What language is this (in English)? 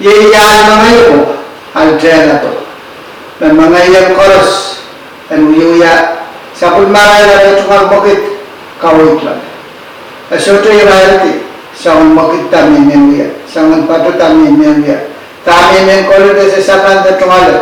Pohnpeian